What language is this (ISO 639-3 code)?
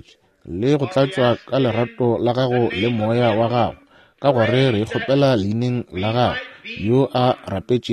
nso